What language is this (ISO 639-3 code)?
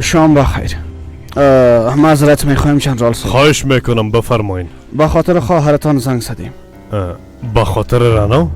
fas